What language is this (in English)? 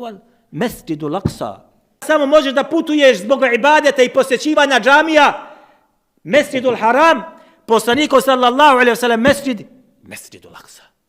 Bosnian